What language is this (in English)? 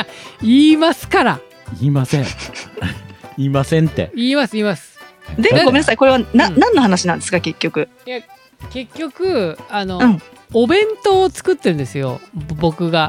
Japanese